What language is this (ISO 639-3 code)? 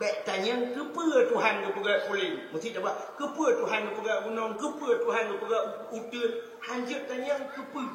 ace